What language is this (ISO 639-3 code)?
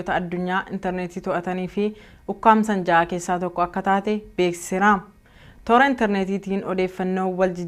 orm